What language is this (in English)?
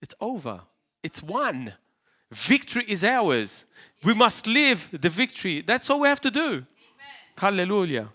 English